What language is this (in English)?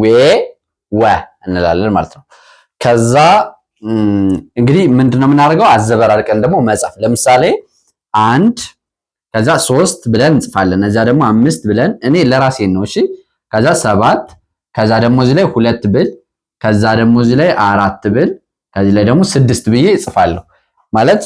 Amharic